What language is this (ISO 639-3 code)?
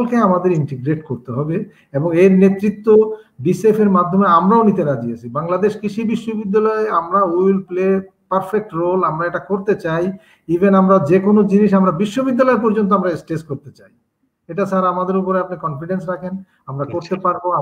ben